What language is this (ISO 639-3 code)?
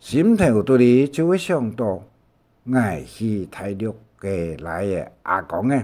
hak